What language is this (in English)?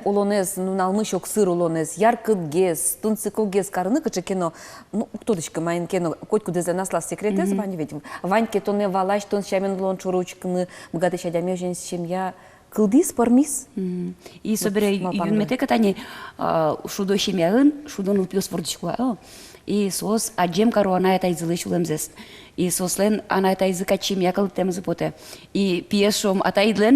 Udmurt